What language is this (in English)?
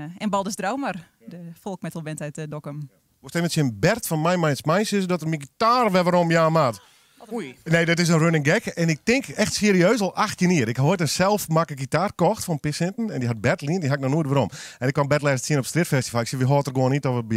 Western Frisian